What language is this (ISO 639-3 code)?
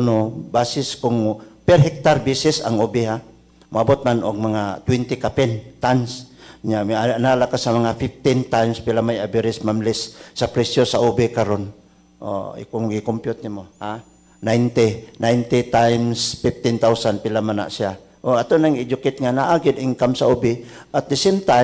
ceb